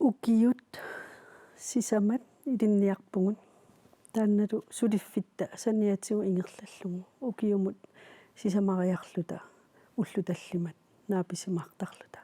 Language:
Kalaallisut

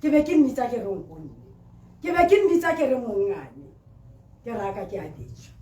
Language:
Tswana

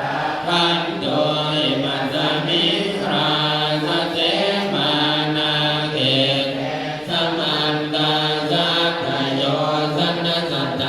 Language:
Pali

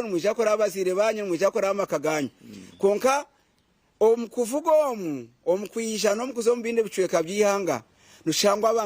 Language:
Nyankole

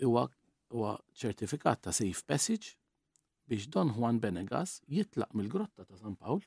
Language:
Maltese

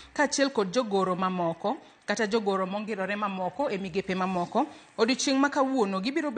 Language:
Luo (Kenya and Tanzania)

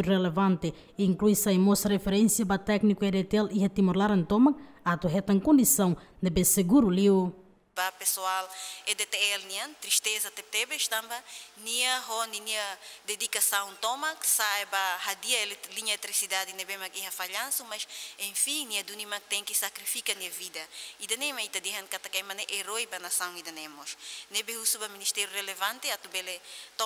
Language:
Tetum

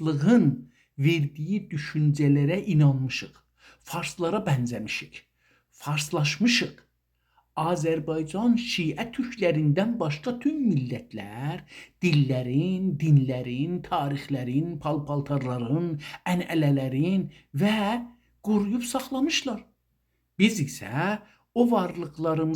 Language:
South Azerbaijani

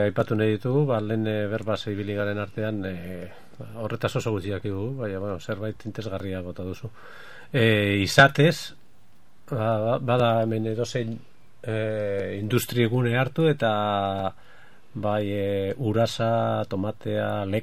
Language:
Basque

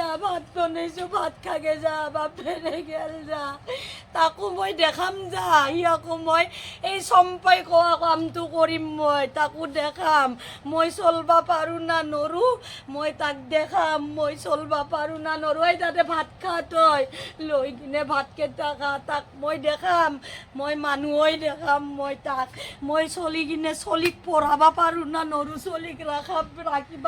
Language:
Assamese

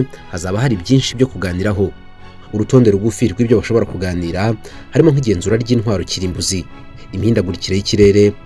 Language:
Kinyarwanda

